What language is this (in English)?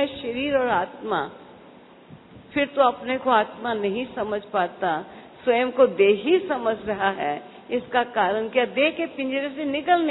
Hindi